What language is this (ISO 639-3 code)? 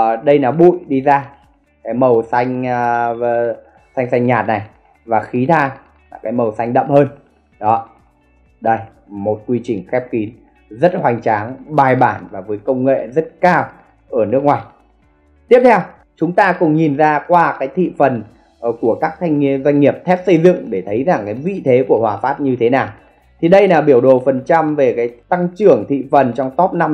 vie